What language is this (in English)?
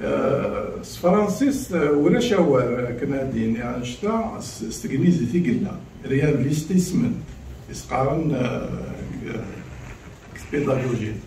Kabyle